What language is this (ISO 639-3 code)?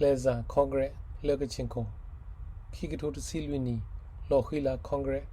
ksw